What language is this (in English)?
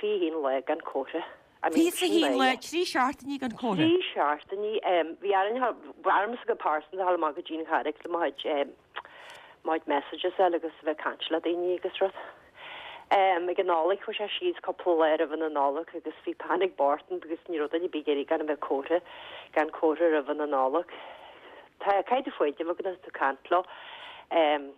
Irish